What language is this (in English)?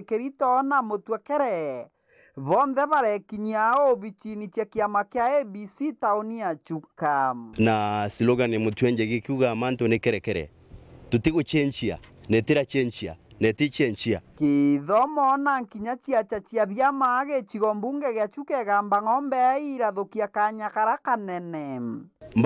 Meru